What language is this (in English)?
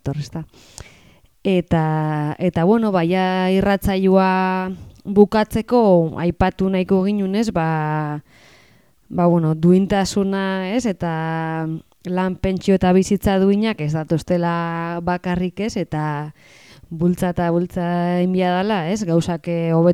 Basque